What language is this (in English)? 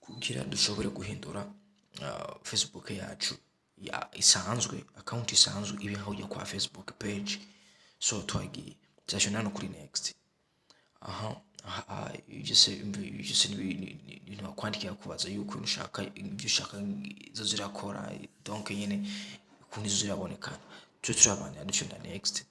Rundi